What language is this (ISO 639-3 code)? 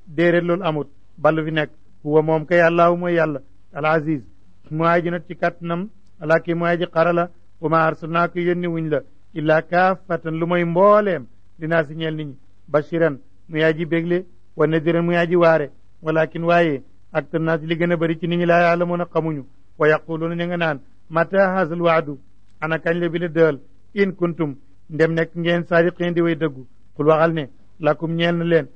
wol